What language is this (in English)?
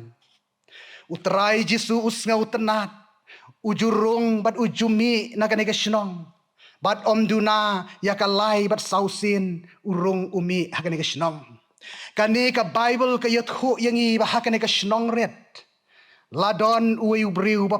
Khasi